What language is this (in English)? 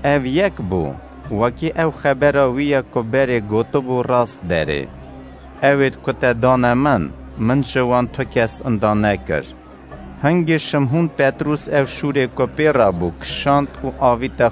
Kurdish